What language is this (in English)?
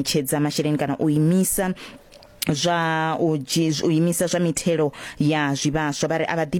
Venda